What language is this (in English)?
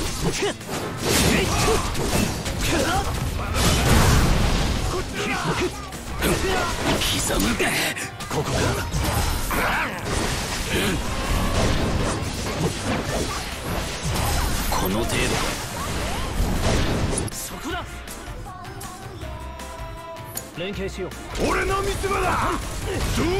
Japanese